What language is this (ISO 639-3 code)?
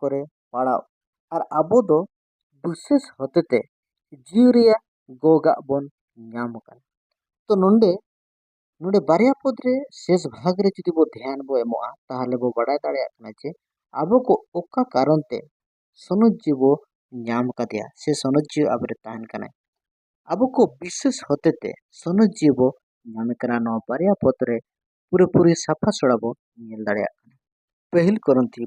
sat